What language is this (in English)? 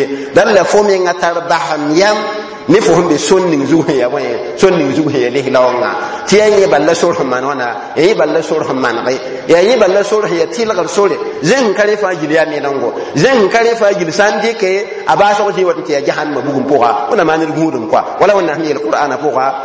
Mossi